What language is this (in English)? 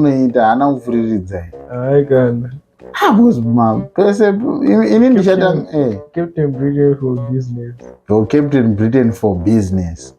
Shona